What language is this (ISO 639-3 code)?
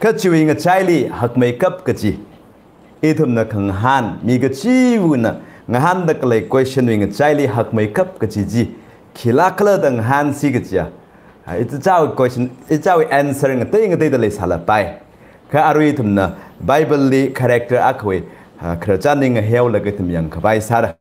nmf